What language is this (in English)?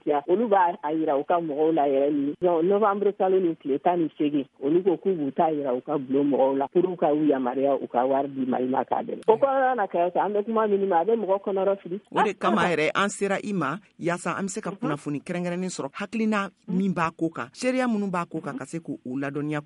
Bambara